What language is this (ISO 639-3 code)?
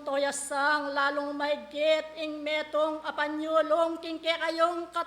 pam